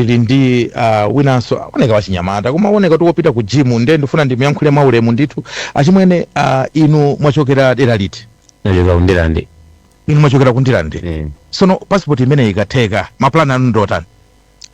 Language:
Nyanja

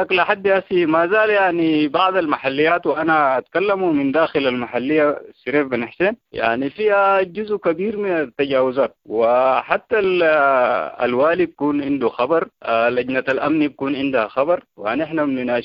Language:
Sudanese Arabic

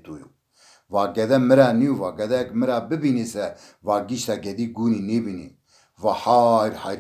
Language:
Zaza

